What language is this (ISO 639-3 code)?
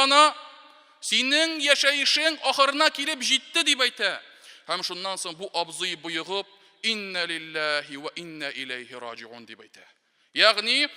tat